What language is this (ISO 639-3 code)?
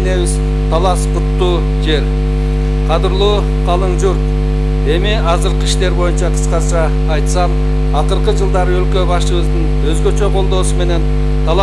kir